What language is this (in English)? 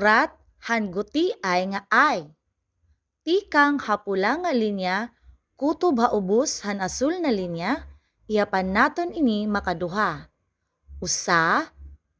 Waray